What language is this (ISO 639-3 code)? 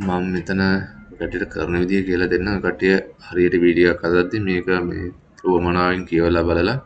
sin